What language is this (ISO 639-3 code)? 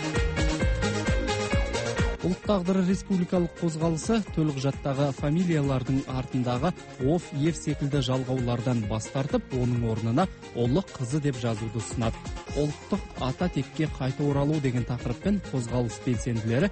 kaz